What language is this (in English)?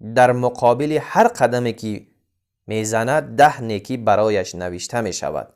Tajik